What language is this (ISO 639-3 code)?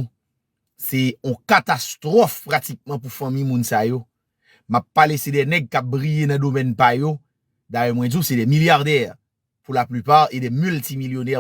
hat